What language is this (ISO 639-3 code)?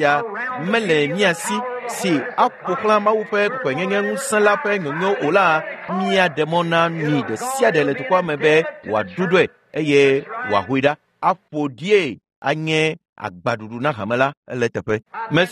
ewe